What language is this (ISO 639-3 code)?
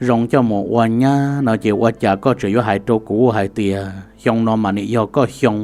hmn